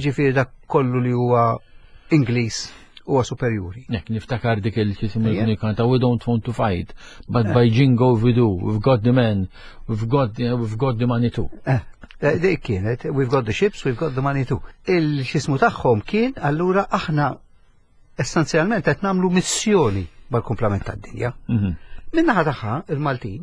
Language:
Maltese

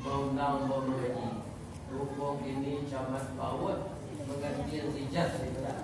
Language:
Minangkabau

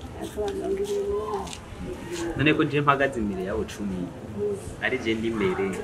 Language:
Rundi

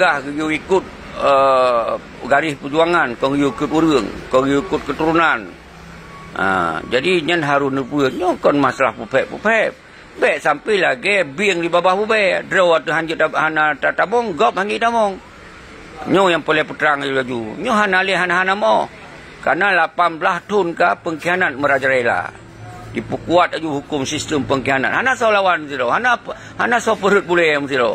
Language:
Achinese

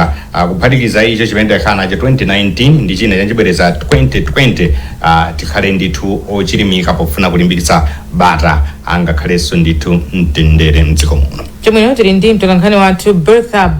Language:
Nyanja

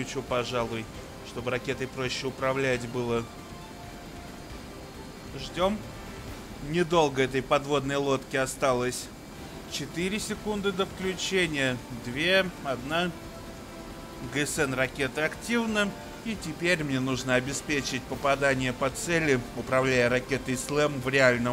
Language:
Russian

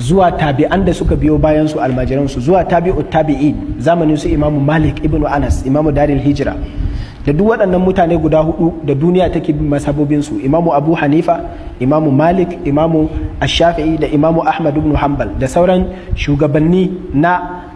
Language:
Hausa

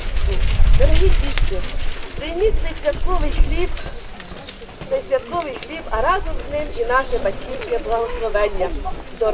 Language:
Ukrainian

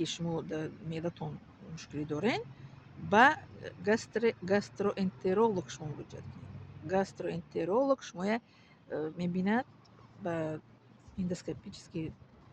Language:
Tajik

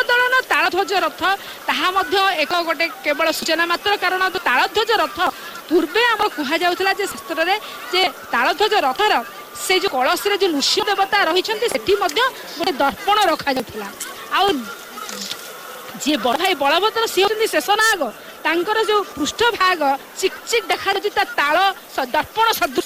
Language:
Odia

